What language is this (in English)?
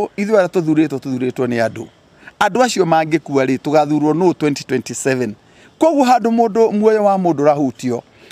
Kikuyu